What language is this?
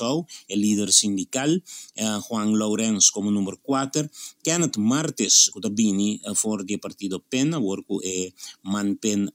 Papiamento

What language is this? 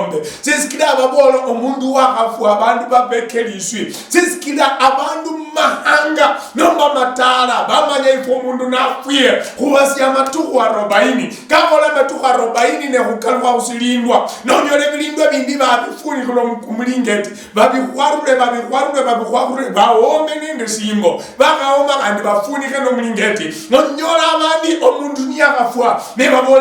Luyia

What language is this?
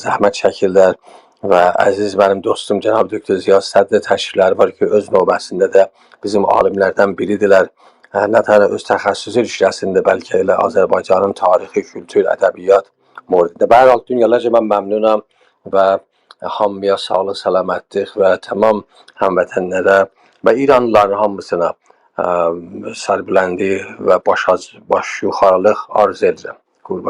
South Azerbaijani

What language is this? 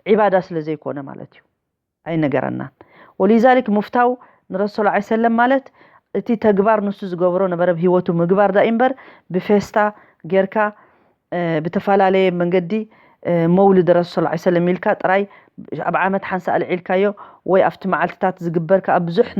Tigrinya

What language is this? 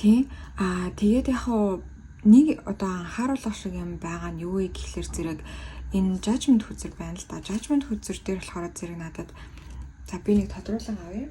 Mongolian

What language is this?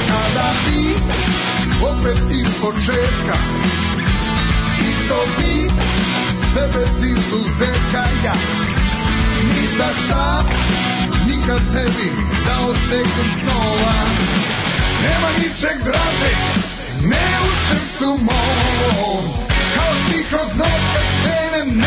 Serbian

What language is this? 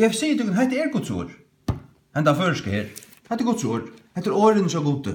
Faroese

